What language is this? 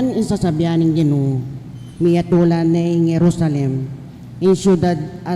Pampanga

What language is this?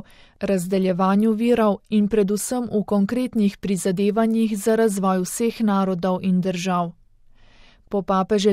Slovenian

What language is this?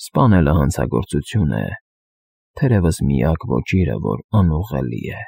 Armenian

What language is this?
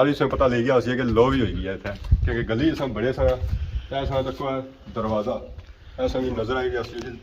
Pahari-Potwari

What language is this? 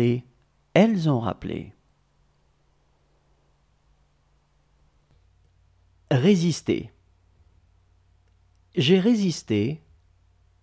French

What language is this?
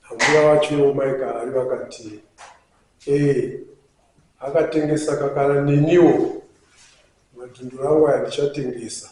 Shona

